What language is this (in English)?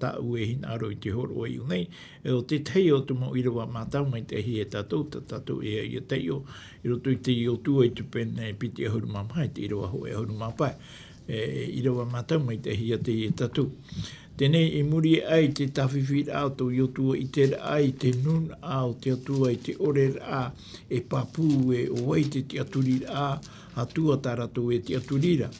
Tahitian